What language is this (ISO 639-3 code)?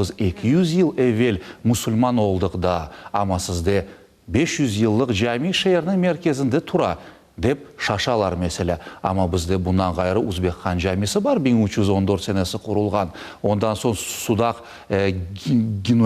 crh